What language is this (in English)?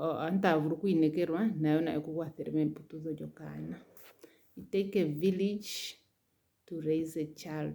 Ndonga